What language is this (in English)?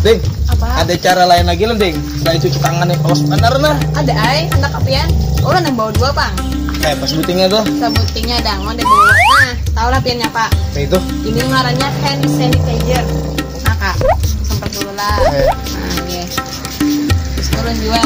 Banjar